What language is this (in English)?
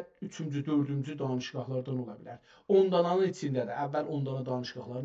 South Azerbaijani